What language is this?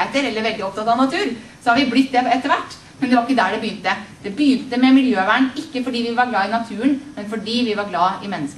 Norwegian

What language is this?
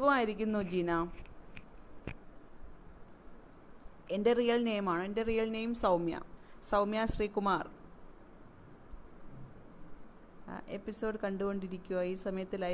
Malayalam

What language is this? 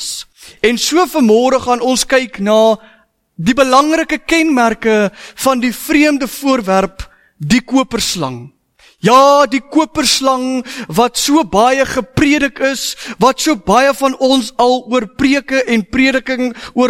Afrikaans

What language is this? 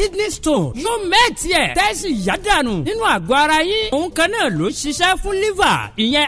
Yoruba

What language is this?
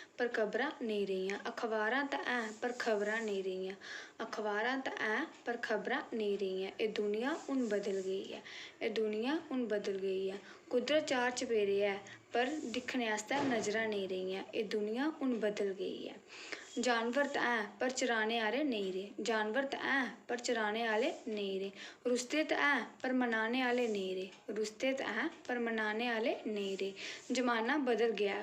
Dogri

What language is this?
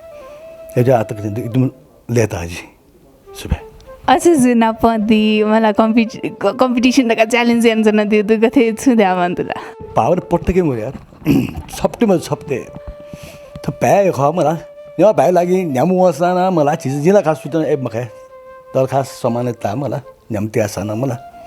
Newari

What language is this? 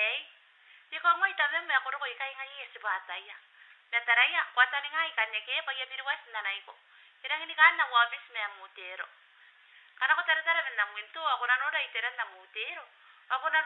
Gilbertese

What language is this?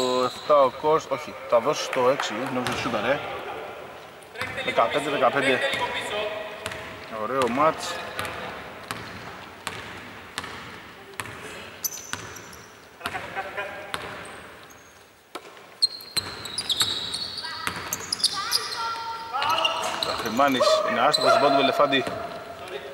Greek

